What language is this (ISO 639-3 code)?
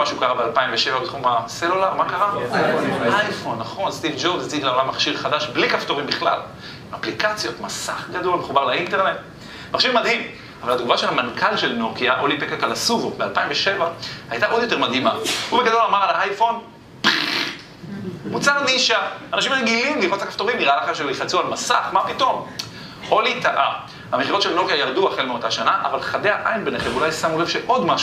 heb